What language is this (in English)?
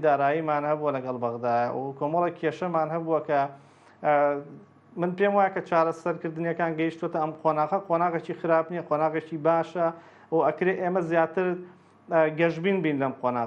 Central Kurdish